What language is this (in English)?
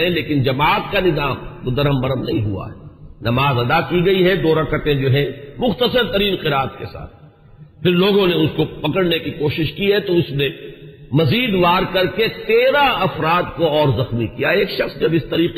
Urdu